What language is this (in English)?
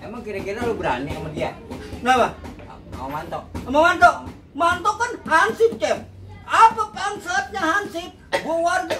Betawi